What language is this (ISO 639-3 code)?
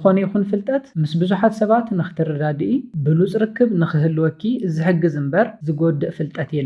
tir